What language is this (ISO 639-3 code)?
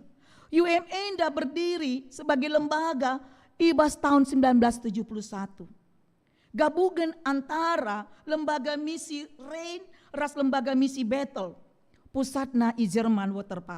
btx